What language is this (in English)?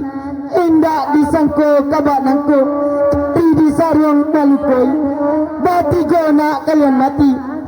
Minangkabau